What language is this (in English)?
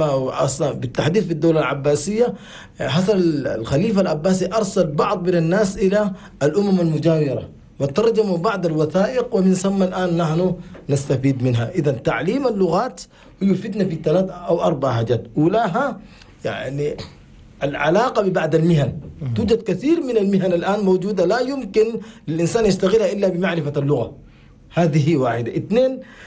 Chadian Arabic